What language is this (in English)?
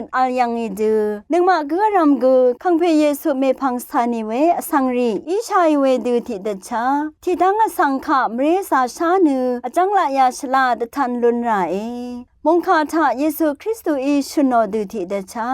Rawang